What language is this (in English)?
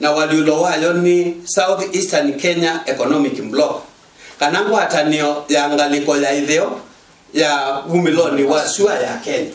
Kamba